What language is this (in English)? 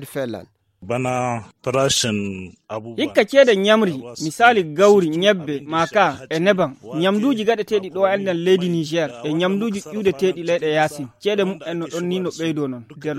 Nigerian Fulfulde